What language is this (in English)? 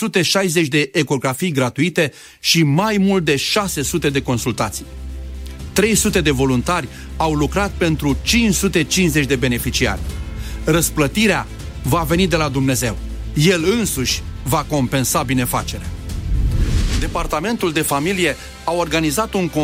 Romanian